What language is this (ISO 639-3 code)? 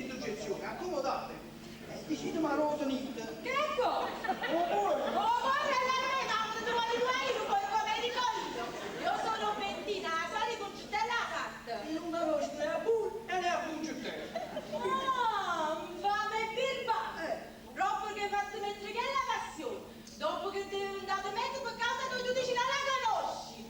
nap